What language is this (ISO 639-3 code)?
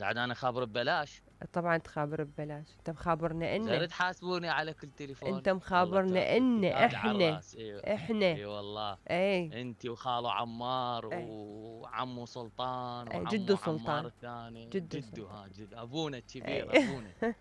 acm